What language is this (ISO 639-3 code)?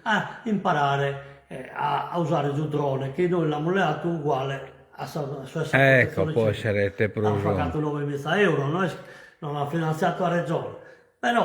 srd